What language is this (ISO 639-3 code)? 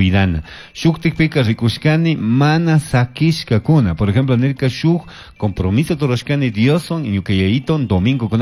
qug